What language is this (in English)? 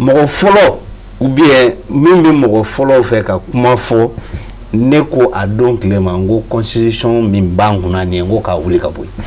Bambara